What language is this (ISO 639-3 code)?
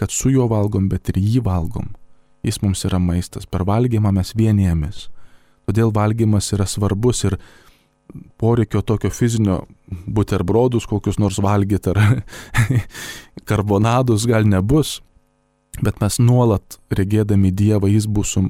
lit